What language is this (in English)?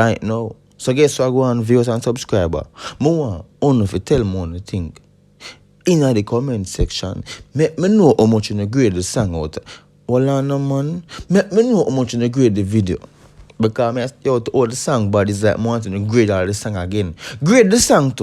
Jamaican Creole English